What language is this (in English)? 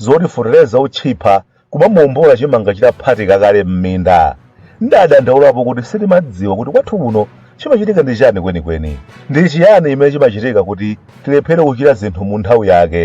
Nyanja